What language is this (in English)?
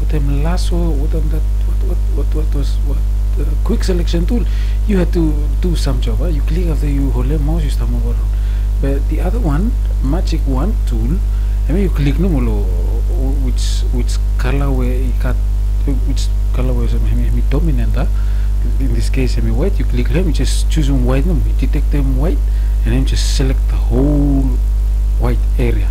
Bislama